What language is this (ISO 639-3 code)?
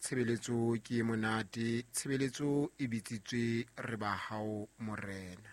sot